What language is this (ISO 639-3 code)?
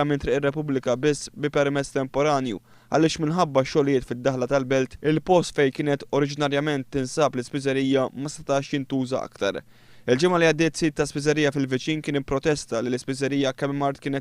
mlt